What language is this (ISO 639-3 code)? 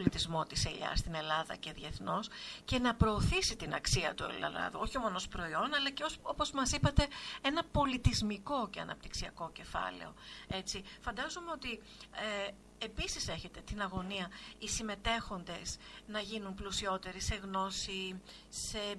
ell